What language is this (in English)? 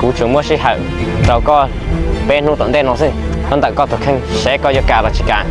Hmong